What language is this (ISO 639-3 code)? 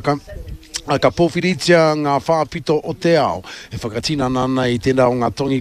mri